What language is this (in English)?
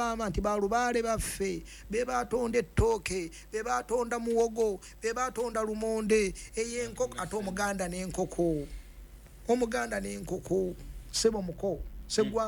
Ganda